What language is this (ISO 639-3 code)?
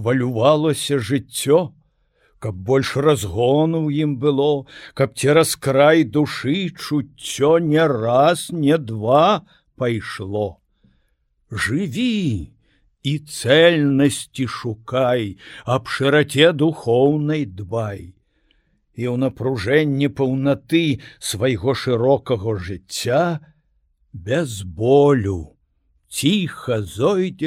bel